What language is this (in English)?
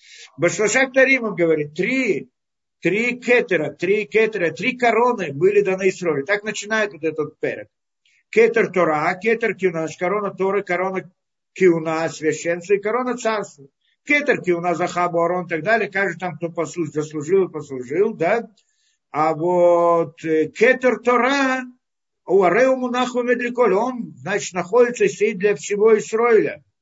Russian